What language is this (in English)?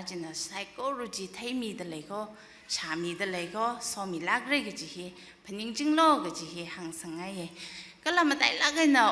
Tangkhul Naga (India)